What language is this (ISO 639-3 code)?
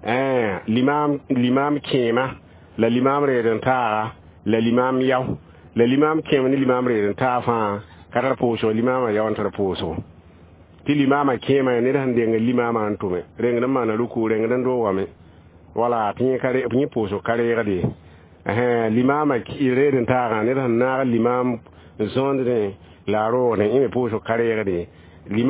mos